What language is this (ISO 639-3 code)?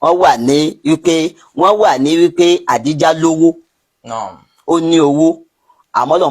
yor